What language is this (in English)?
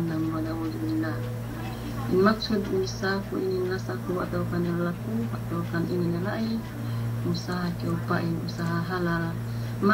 Yakan